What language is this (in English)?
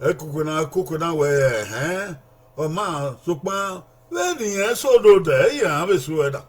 Bini